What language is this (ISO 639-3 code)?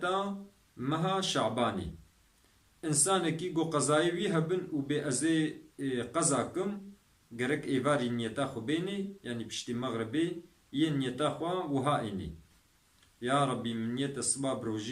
kur